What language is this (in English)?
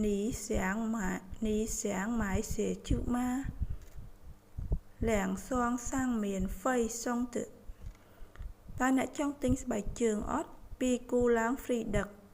Khmer